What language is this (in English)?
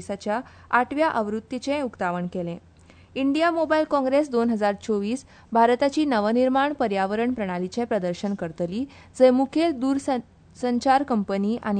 Konkani